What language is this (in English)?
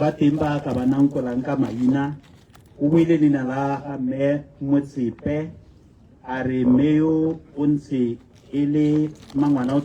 Tswana